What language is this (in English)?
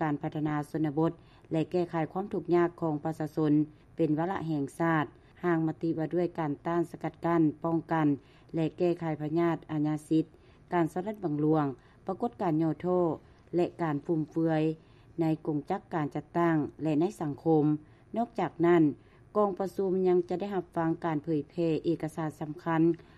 Lao